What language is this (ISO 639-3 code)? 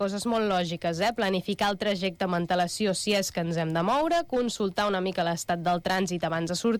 cat